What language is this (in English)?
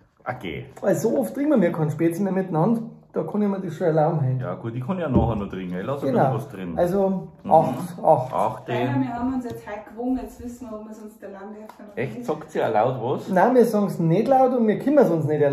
Bavarian